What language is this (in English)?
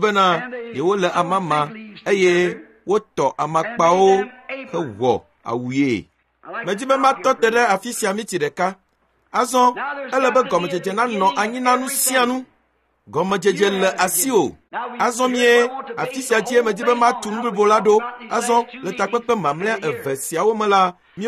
Ewe